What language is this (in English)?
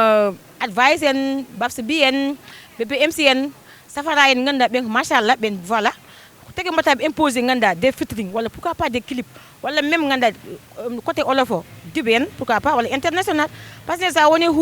Fula